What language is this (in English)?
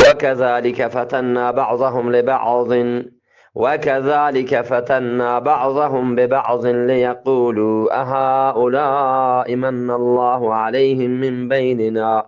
Eastern Balochi